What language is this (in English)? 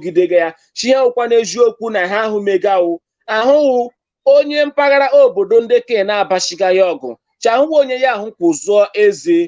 Igbo